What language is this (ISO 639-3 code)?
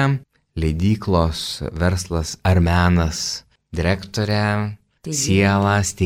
lit